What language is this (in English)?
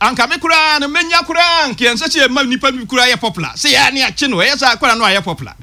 Akan